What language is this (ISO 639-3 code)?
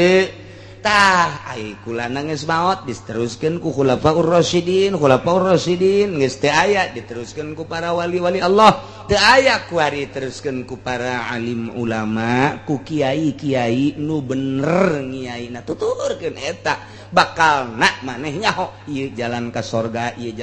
sun